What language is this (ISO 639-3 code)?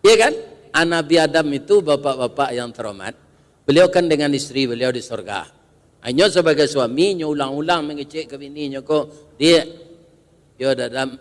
min